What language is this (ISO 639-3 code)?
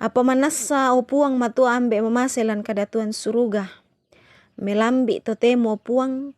sda